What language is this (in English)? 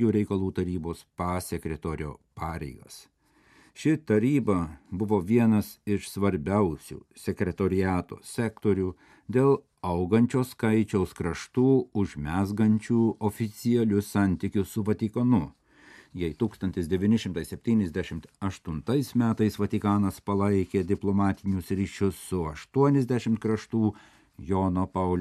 Lithuanian